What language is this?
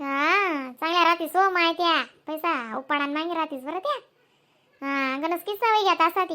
Khandesi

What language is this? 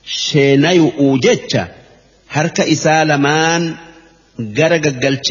Oromo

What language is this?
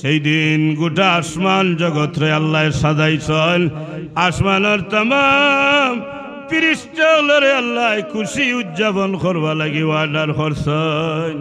Sylheti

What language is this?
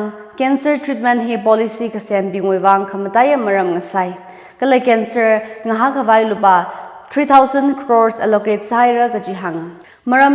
Tangkhul Naga (India)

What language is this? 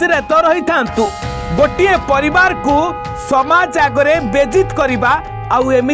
Odia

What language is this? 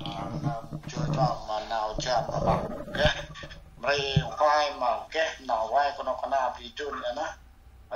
Central Mnong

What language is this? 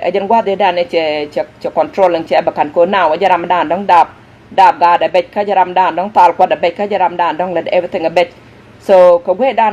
Nuer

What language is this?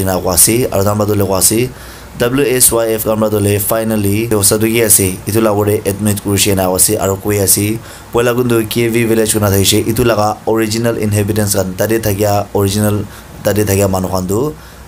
Naga Pidgin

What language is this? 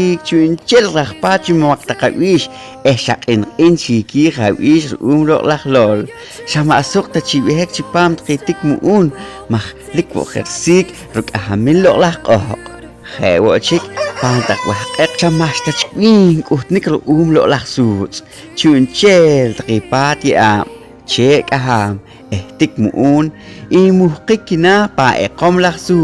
Poqomchi'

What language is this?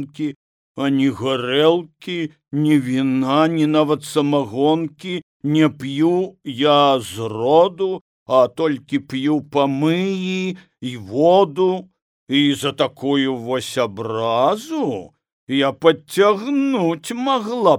Belarusian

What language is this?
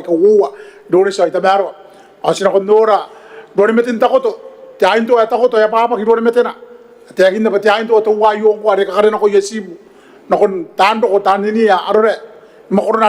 Gilbertese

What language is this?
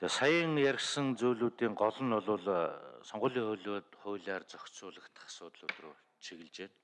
Mongolian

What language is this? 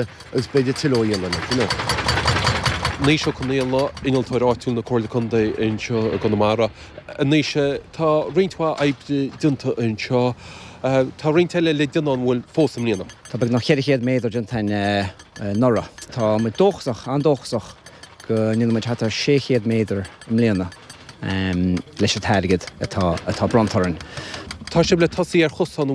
Irish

